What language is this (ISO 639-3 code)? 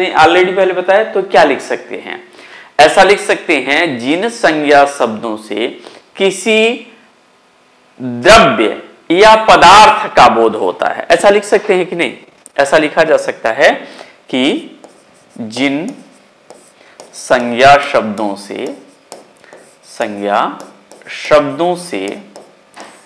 hin